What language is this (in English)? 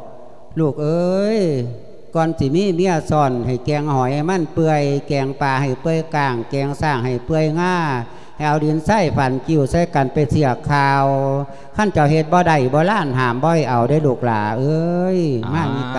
Lao